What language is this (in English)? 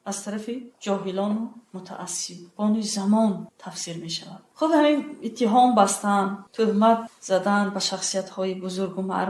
Tajik